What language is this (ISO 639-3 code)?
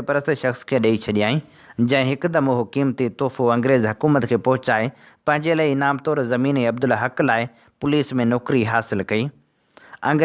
snd